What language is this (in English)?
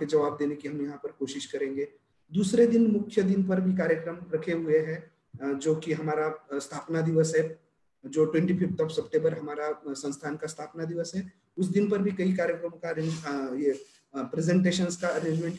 Hindi